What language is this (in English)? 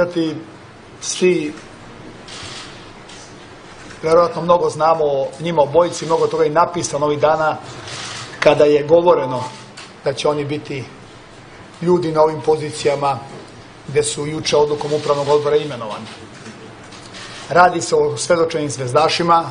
Serbian